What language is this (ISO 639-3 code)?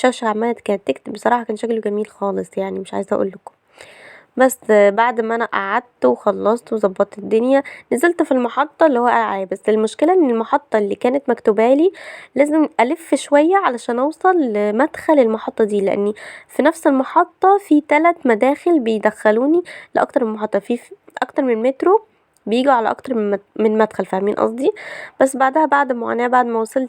arz